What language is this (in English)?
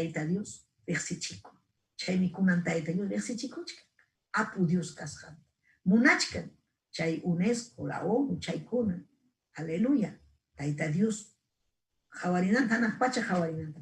Ayacucho Quechua